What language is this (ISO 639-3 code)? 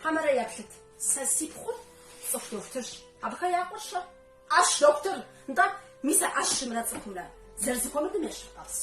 kbd